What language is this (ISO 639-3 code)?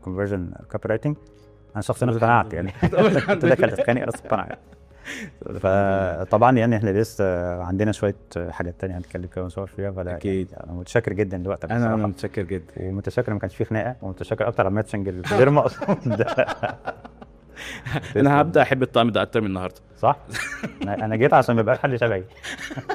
arz